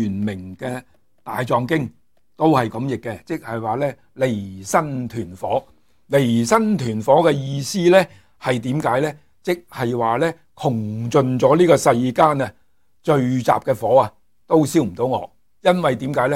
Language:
Cantonese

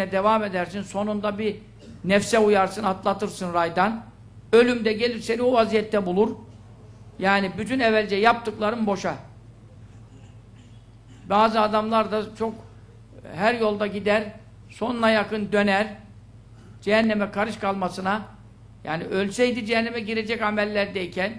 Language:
Turkish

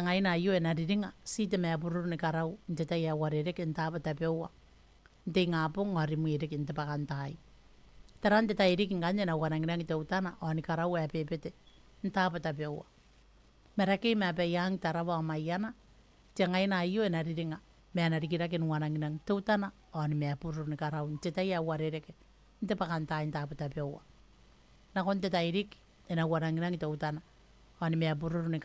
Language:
Gilbertese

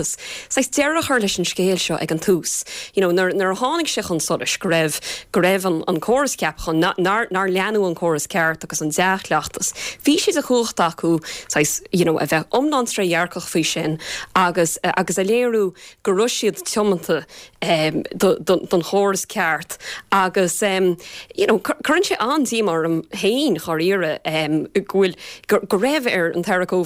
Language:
Irish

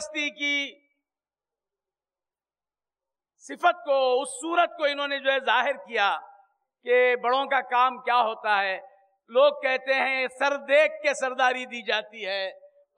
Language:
Urdu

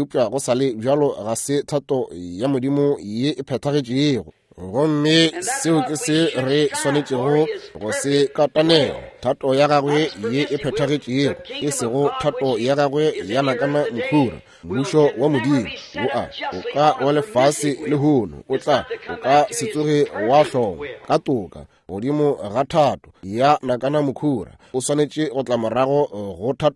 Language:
Northern Sotho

